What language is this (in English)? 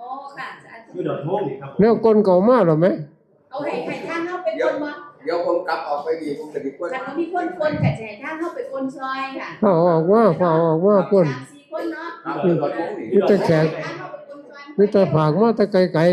Northeastern Thai